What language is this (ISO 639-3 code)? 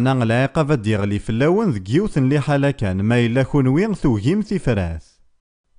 kab